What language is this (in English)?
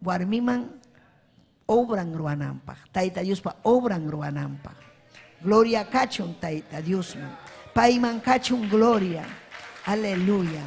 Ayacucho Quechua